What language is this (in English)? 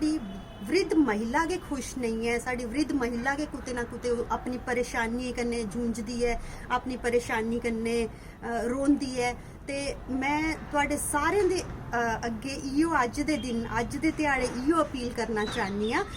Dogri